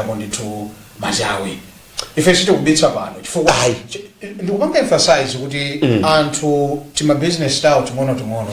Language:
Nyanja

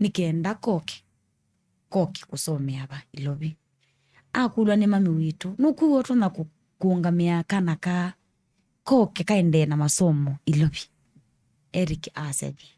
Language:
Kamba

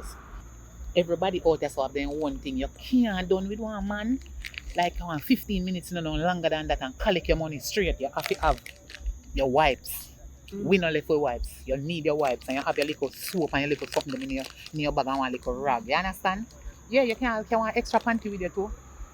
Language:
Jamaican Creole English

